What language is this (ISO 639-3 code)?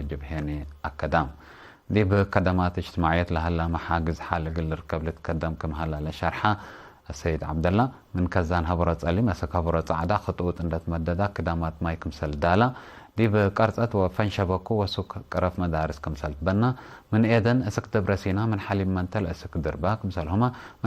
tig